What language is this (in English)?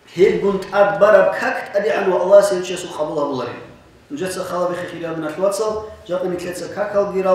Avaric